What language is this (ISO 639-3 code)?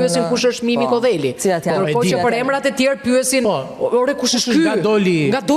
sqi